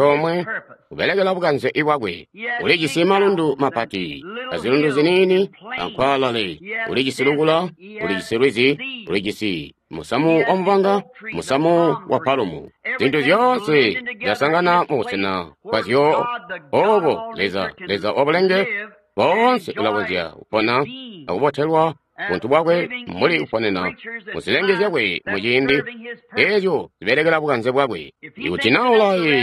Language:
Tonga (Zambia)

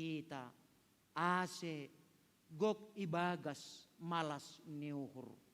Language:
Batak Simalungun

